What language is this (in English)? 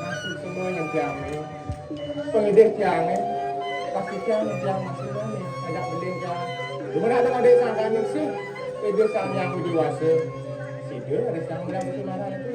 Balinese